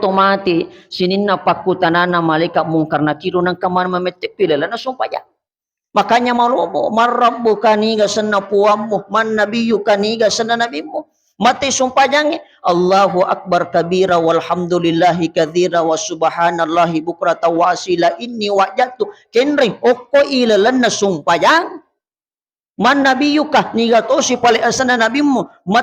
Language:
Buginese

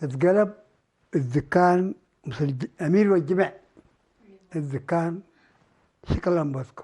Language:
Tigre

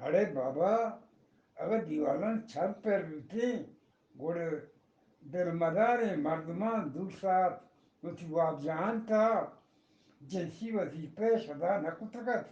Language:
Eastern Balochi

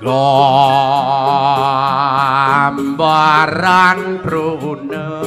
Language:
Balinese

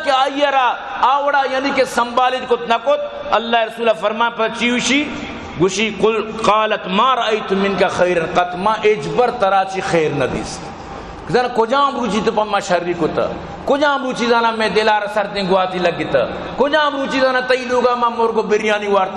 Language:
Baluchi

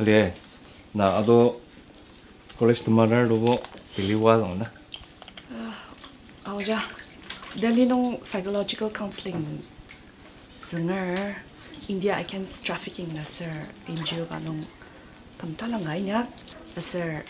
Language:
Ao Naga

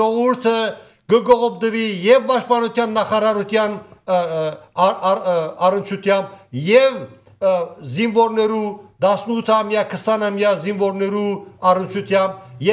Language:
Armenian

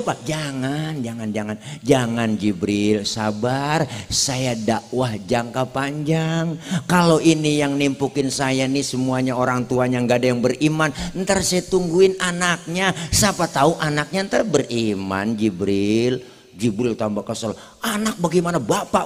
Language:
Betawi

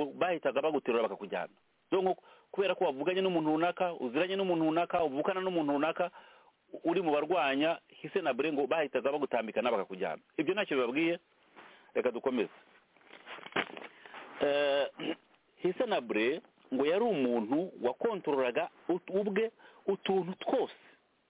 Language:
Kinyarwanda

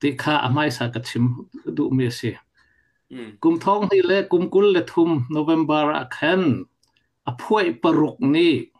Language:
Falam Chin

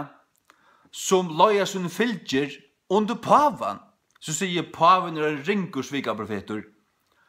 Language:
Faroese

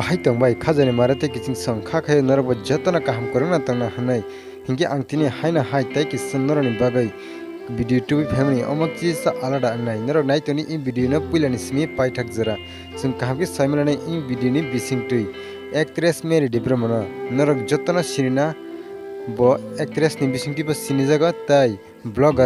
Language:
Kok Borok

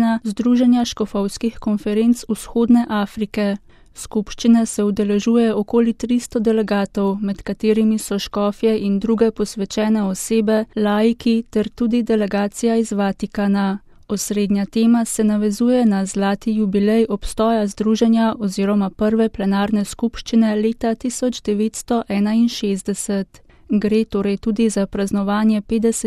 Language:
Slovenian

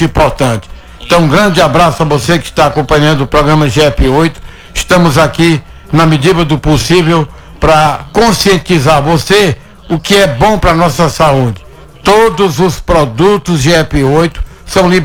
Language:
Portuguese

